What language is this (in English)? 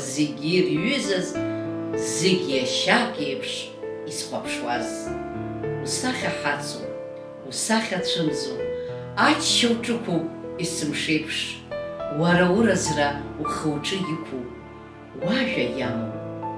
Abkhazian